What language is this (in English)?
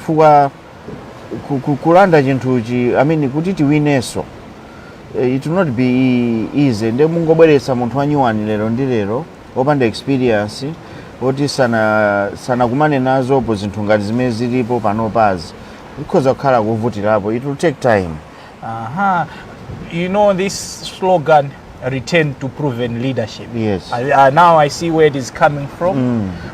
Nyanja